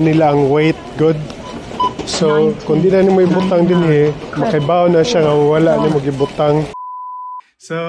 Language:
Cebuano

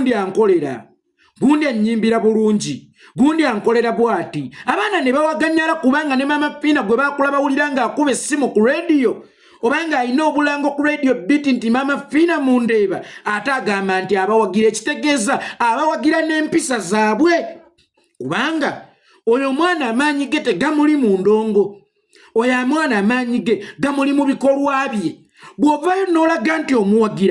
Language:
Ganda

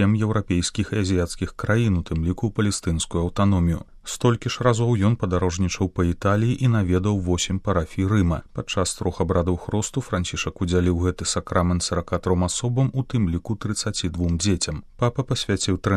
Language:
Belarusian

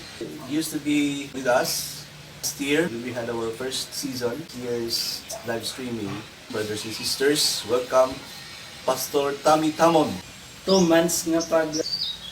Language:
Hiligaynon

